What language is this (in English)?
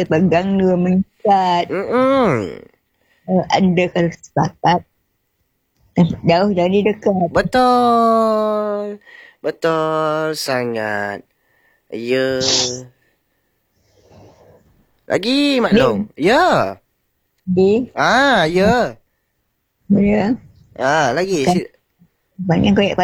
Malay